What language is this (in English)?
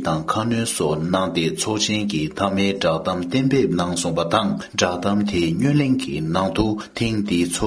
Tibetan